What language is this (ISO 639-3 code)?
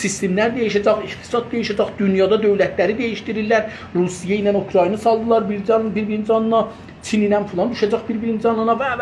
azb